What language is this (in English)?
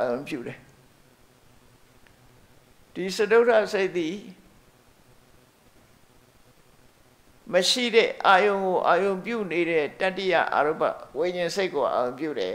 Burmese